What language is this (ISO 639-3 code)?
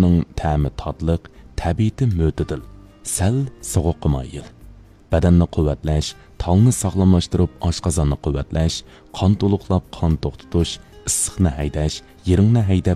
uig